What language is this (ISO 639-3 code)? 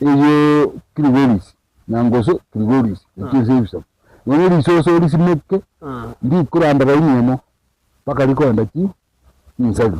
guz